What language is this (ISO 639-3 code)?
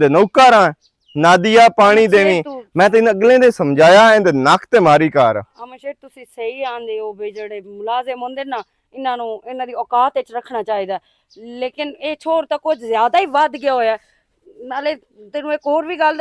lah